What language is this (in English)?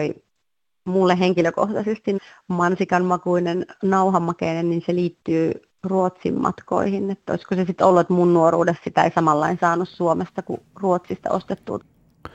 Finnish